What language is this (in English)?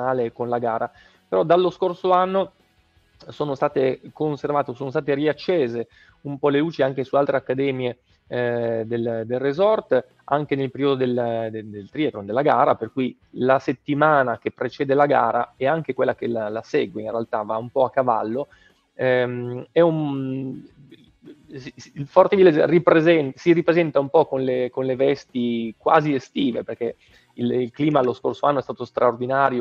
Italian